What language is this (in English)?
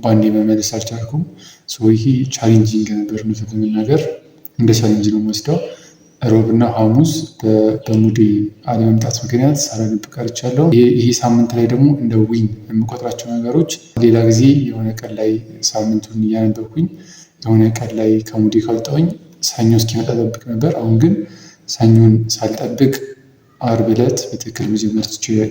Amharic